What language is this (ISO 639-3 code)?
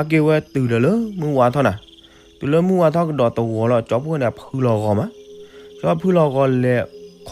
ksw